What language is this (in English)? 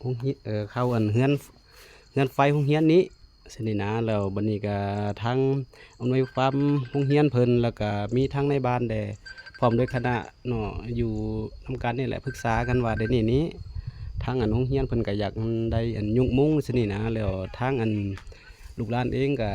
Lao